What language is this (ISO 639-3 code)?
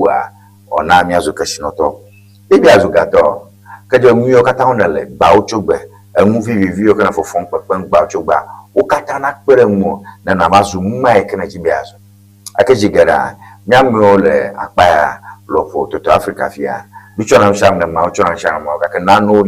ewe